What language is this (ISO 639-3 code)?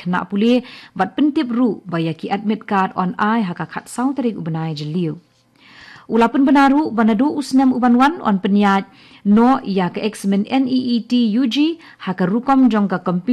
kha